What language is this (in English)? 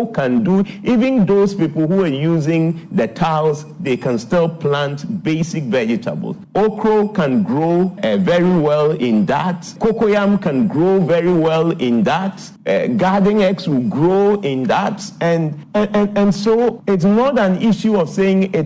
Akan